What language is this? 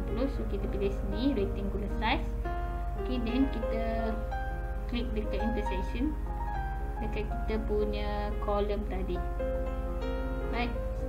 Malay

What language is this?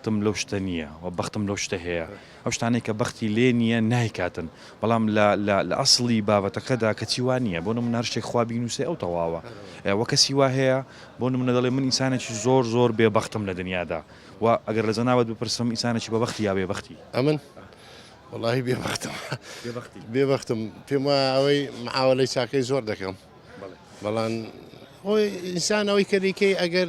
Central Kurdish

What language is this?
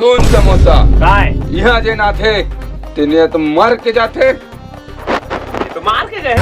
Chhattisgarhi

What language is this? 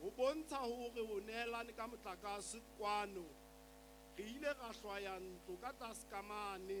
Southern Sotho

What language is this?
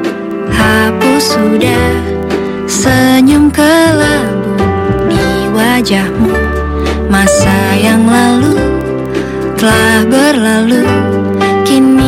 Indonesian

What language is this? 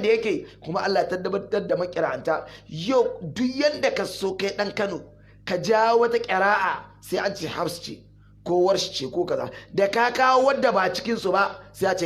Hausa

